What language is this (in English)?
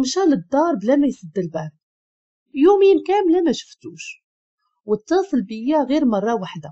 Moroccan Arabic